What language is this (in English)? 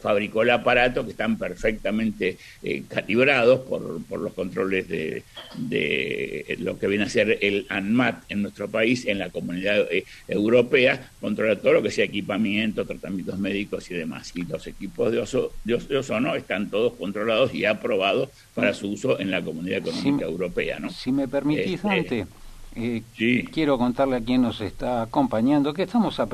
Spanish